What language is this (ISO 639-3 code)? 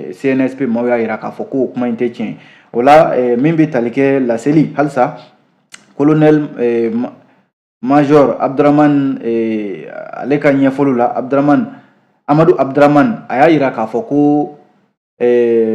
bam